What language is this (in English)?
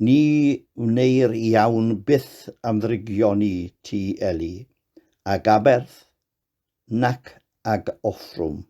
Welsh